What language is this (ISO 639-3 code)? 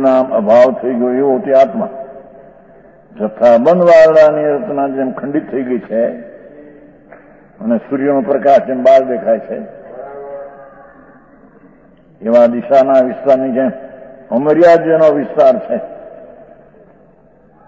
guj